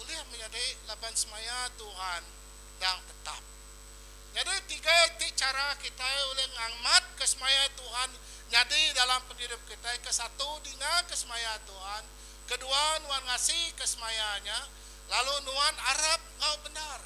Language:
Iban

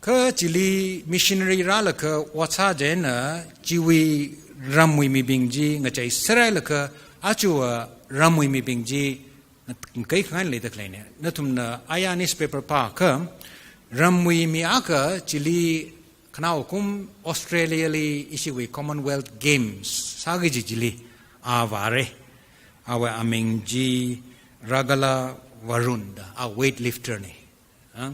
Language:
Tangkhul Naga (India)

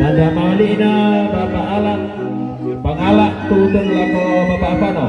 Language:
Toraja-Sa'dan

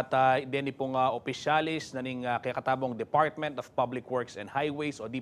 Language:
Pampanga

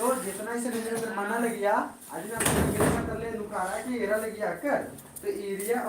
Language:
Kurukh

